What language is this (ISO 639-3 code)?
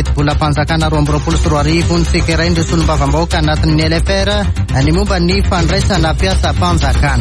mlg